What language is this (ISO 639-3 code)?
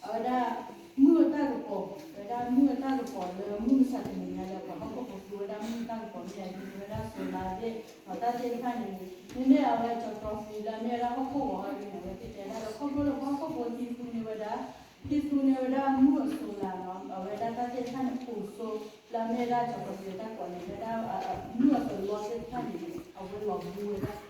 ksw